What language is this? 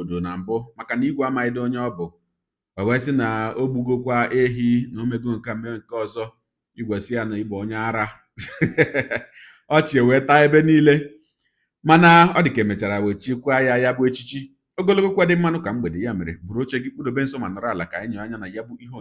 Igbo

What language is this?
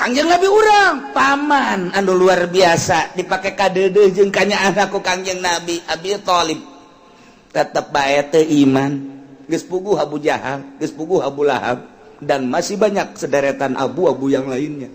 Sundanese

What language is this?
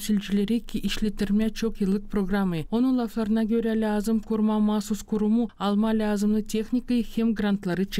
Gagauz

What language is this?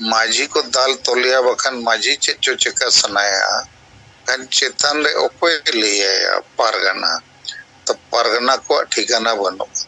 Santali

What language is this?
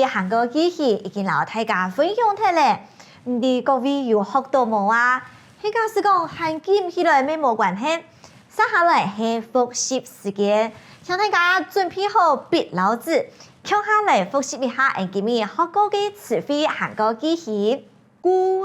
Hakka Chinese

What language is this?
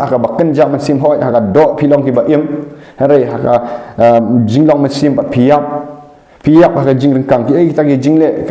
Khasi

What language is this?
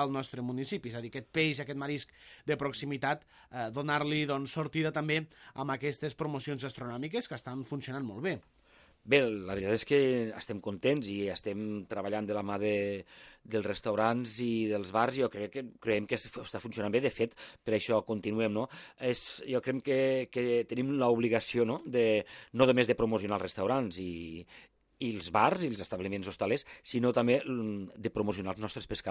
Catalan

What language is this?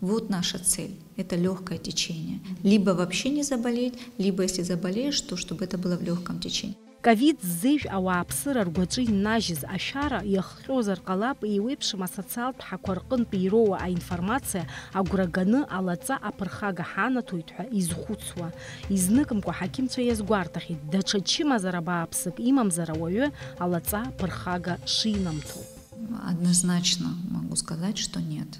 Abkhazian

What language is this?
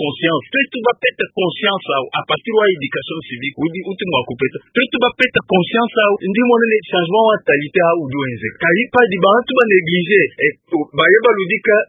Luba-Lulua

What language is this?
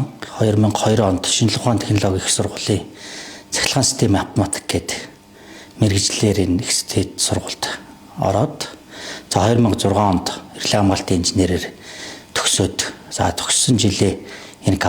Mongolian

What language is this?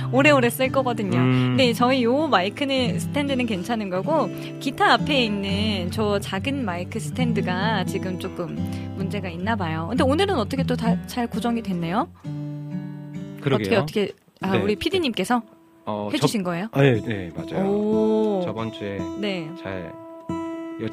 Korean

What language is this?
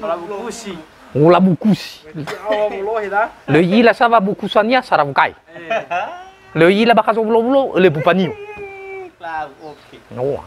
Nias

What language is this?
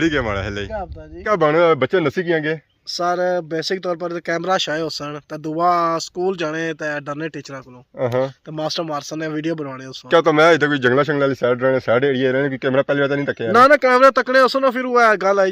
Pahari-Potwari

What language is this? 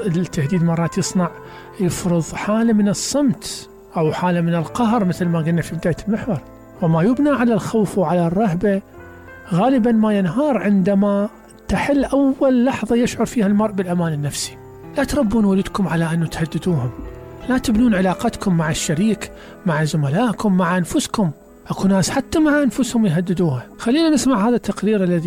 Mesopotamian Arabic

